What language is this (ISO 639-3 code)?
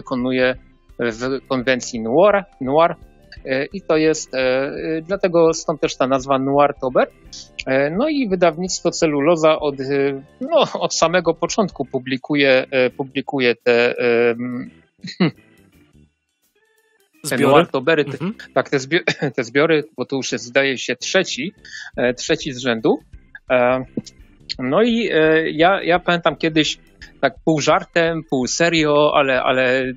pol